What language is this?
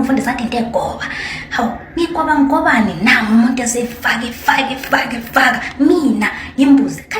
Zulu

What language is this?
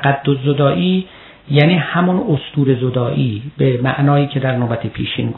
Persian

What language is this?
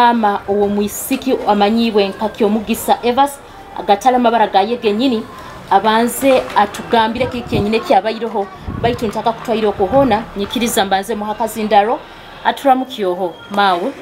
Nyoro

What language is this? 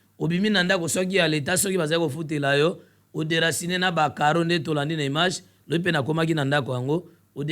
Lingala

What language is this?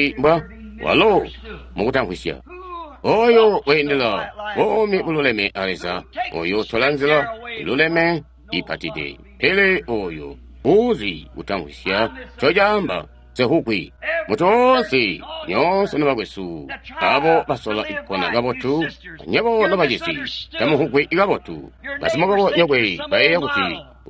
Tonga (Zambia)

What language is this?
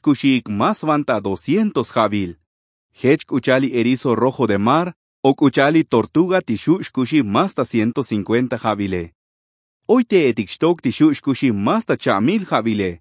Tzotzil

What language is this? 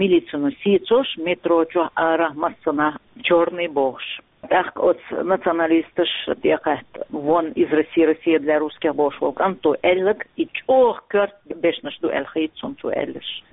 Chechen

